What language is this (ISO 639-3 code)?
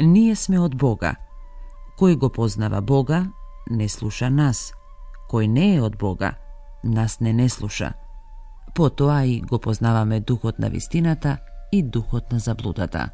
mkd